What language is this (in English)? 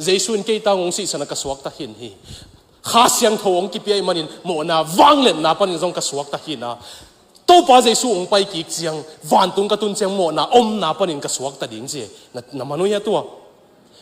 Tedim Chin